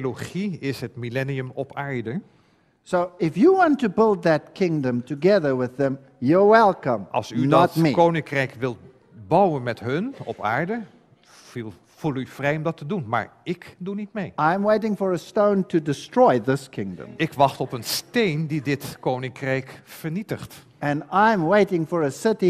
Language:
Dutch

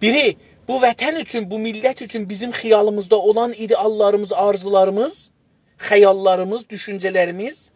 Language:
South Azerbaijani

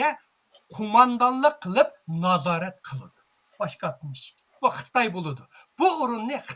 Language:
Uyghur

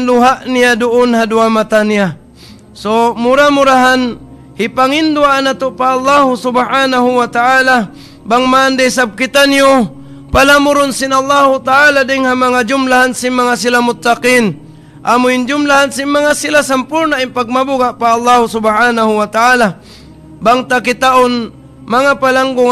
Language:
Tausug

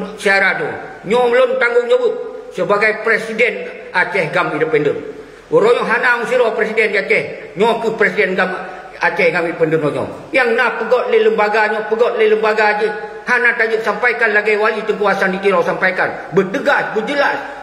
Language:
Achinese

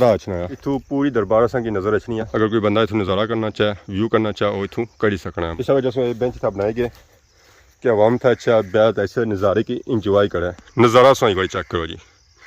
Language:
Pahari-Potwari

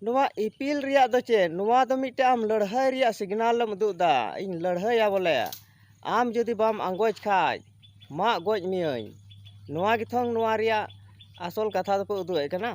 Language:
Santali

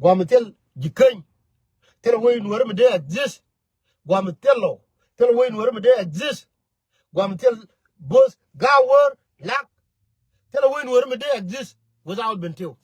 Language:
Nuer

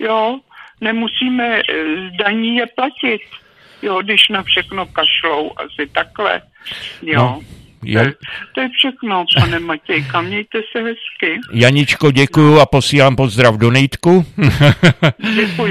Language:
Czech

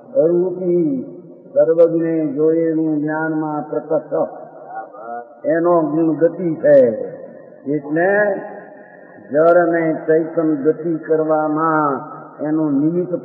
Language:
Gujarati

